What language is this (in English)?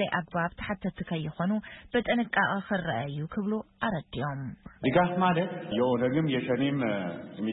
Tigrinya